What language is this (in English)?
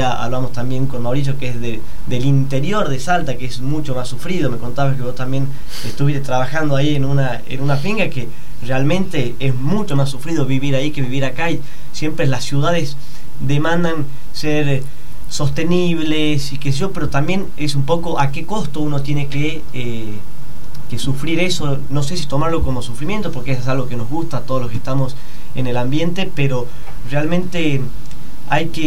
Spanish